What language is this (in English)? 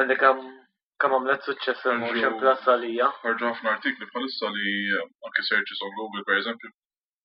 Maltese